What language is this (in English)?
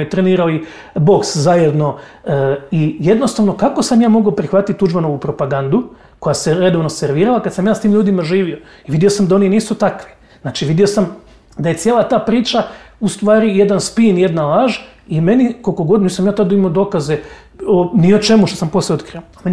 Croatian